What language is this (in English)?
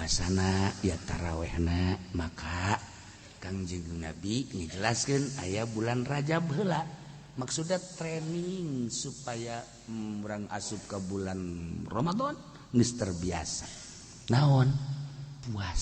Sundanese